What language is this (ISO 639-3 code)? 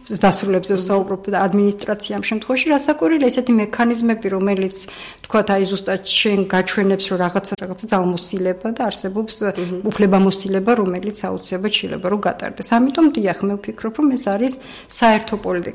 kat